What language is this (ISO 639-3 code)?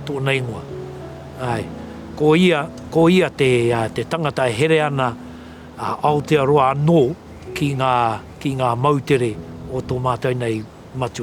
mri